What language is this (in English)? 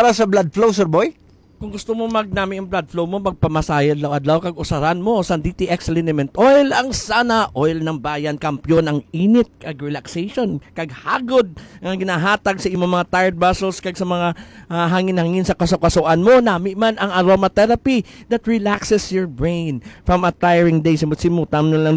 Hiligaynon